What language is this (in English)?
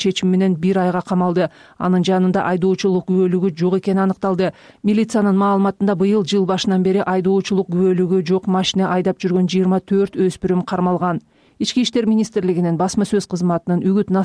Kyrgyz